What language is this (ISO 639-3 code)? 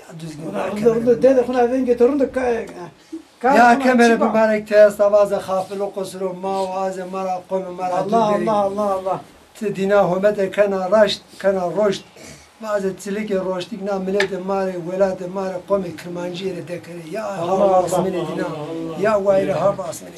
zza